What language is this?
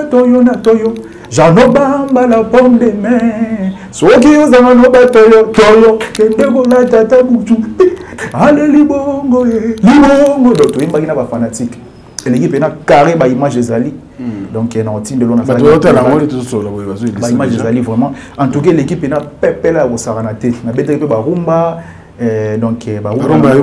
Lingala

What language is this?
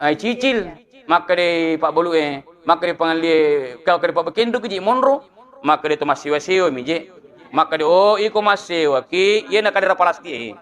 Buginese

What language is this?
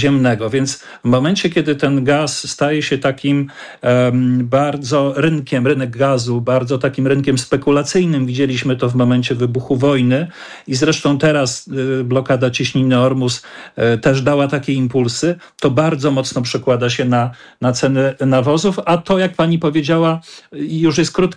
Polish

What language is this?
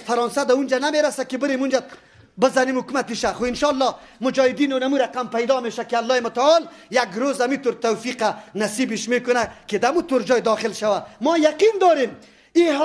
Persian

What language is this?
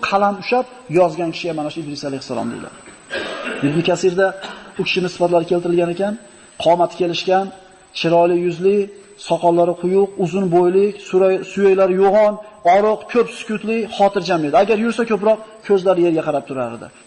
Uzbek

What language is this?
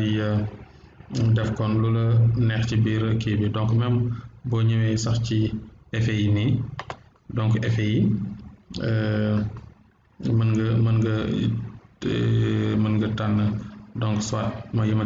Wolof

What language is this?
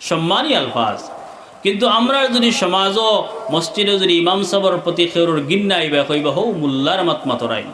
Sylheti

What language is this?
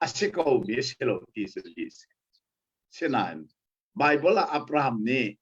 Hakha Chin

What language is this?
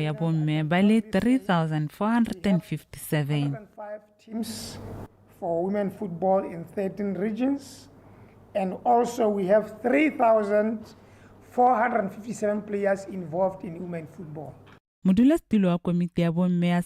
Tswana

